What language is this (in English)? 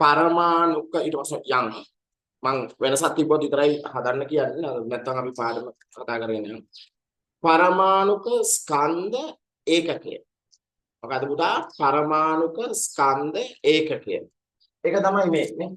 Sinhala